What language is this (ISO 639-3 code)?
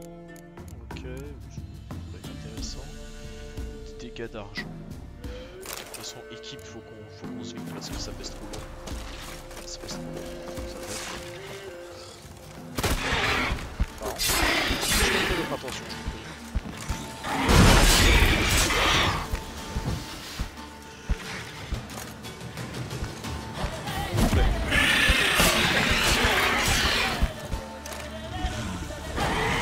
fra